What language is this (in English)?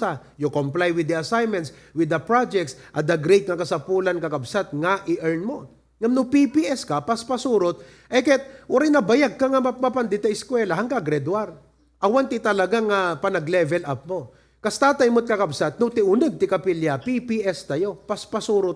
Iloko